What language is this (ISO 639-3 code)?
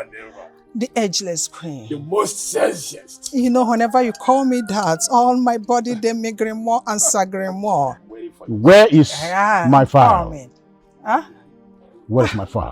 pcm